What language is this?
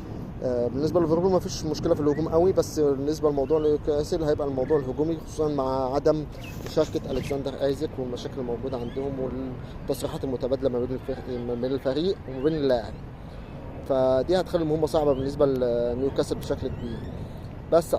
Egyptian Arabic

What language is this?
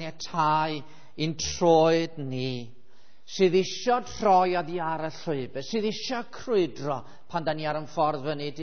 Welsh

